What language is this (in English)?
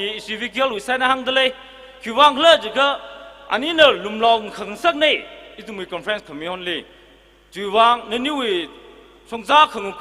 Tangkhul Naga (India)